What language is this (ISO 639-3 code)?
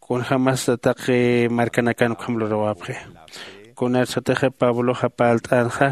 aym